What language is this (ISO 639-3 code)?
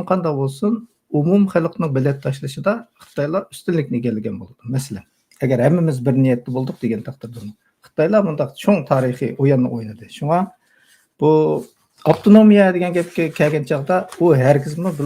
uig